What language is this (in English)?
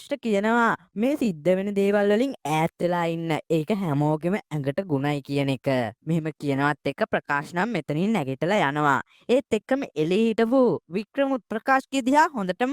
Sinhala